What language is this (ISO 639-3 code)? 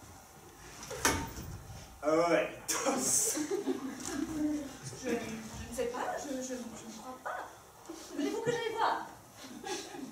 fra